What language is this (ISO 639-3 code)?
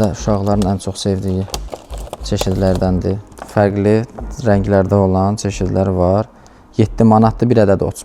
aze